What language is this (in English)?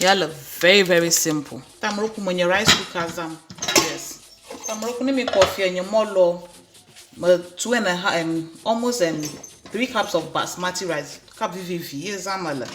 Ewe